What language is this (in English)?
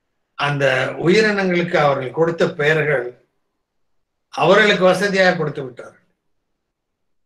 Tamil